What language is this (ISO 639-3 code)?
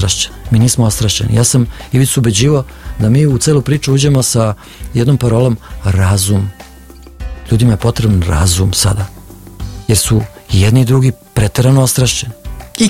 srp